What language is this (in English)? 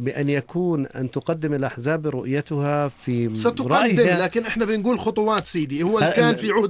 North Levantine Arabic